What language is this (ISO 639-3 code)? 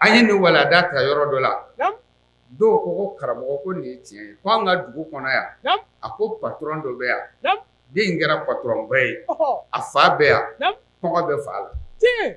bam